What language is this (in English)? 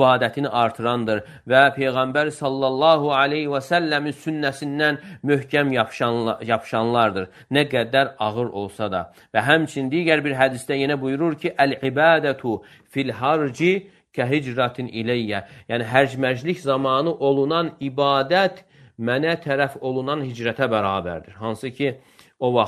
Azerbaijani